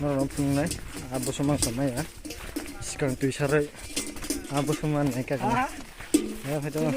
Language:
Kok Borok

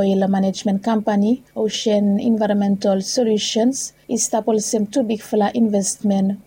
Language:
Bislama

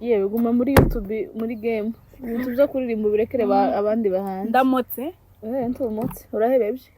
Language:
Kinyarwanda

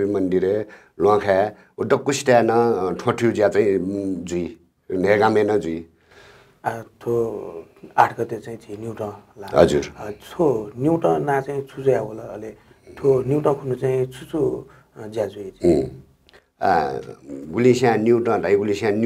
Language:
Newari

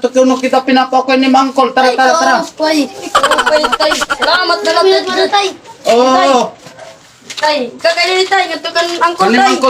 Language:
Waray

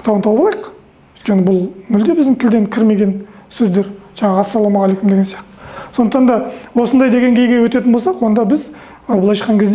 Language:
Kazakh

